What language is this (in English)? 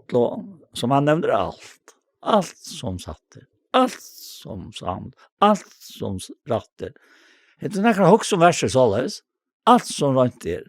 Faroese